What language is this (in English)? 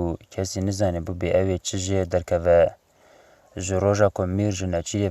Kurdish